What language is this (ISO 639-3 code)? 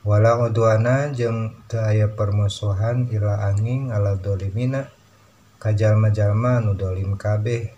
sun